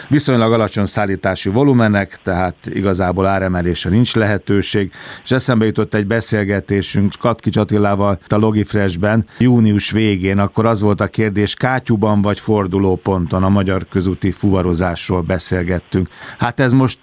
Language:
Hungarian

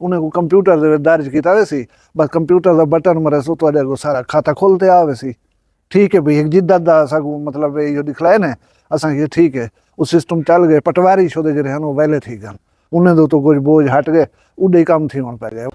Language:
Saraiki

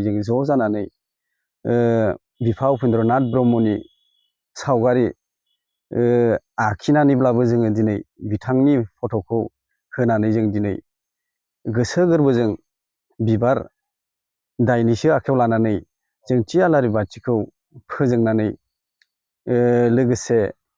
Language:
Bodo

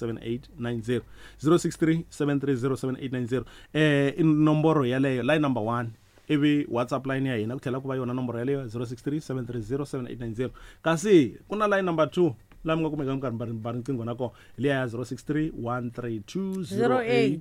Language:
Tsonga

